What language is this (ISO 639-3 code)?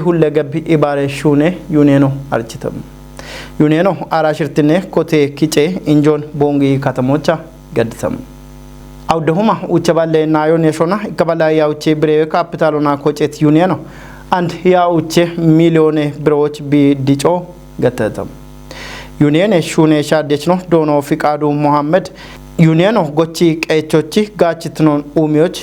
kbr